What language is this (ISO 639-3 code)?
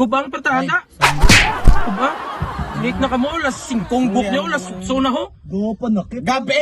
hil